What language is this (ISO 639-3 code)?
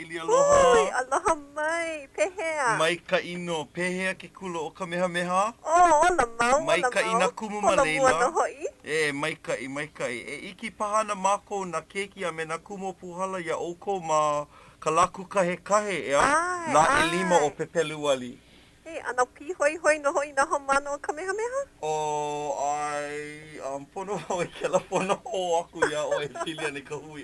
haw